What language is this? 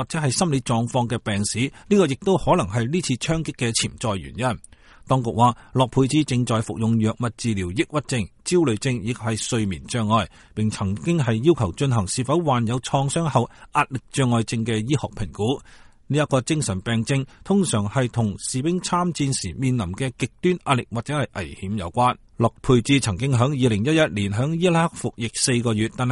Cantonese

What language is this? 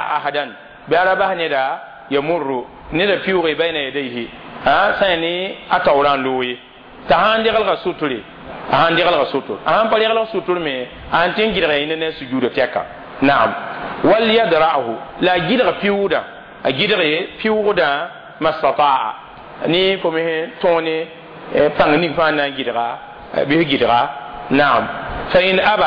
Mossi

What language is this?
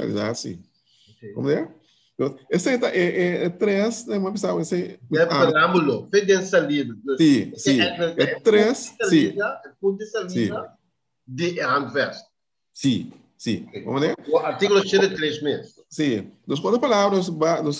Papiamento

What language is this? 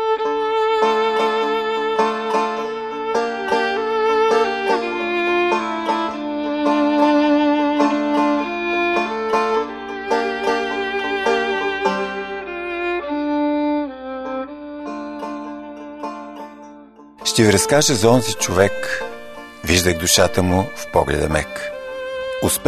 Bulgarian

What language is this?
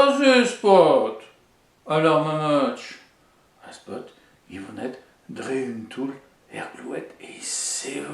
Breton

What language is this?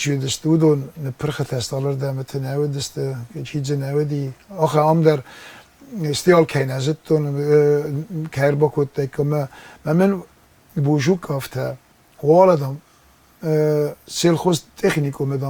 Ossetic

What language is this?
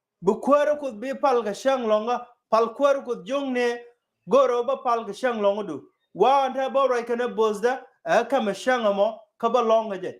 Nuer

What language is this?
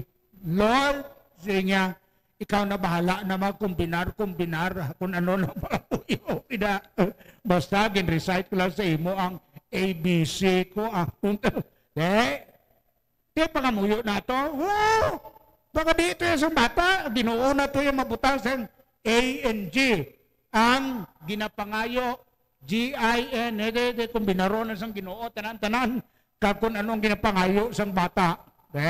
Hiligaynon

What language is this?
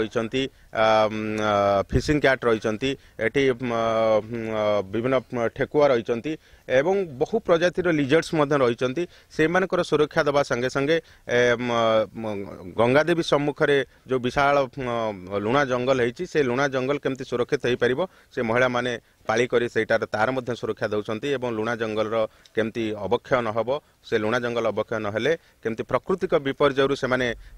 Odia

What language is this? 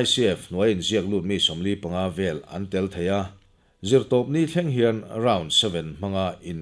Mizo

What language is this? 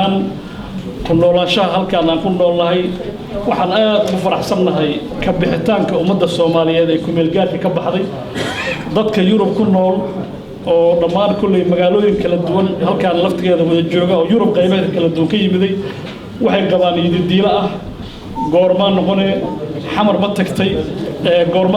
Somali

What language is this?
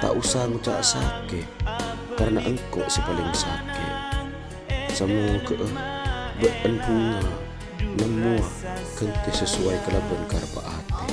Madurese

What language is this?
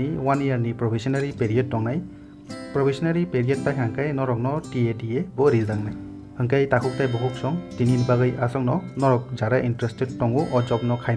Kok Borok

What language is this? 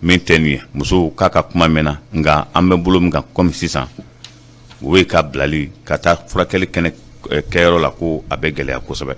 Bambara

